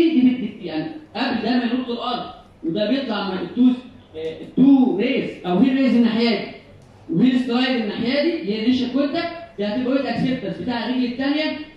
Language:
Egyptian Arabic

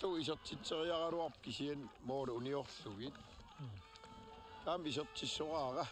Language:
Kalaallisut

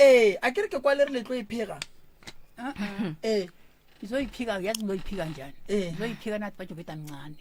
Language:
Northern Sotho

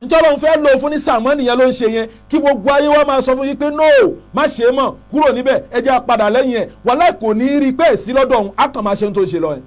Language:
Yoruba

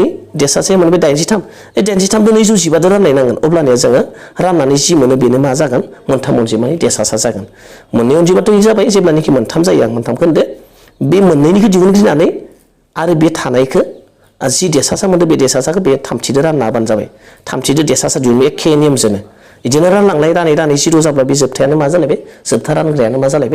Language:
Bodo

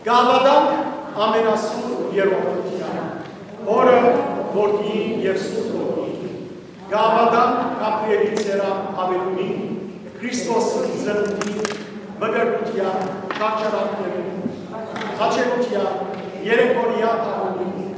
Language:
Western Armenian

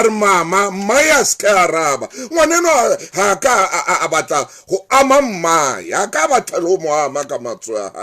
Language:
Southern Sotho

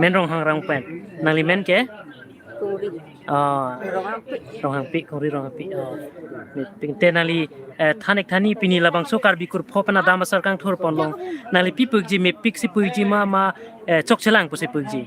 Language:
Karbi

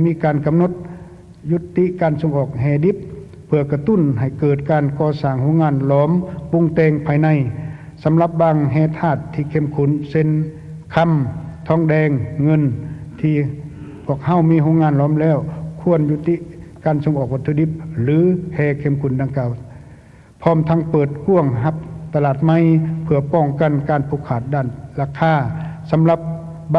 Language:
Lao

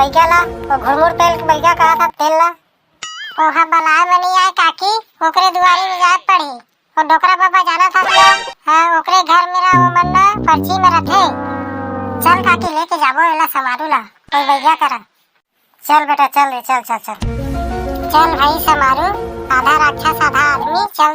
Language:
Chhattisgarhi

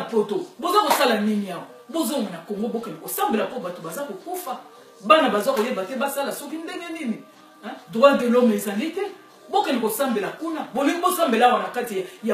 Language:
Lingala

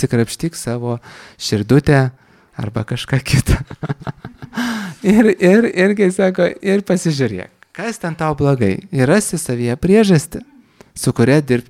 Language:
Lithuanian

